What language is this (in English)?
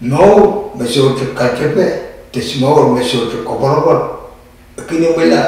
Pohnpeian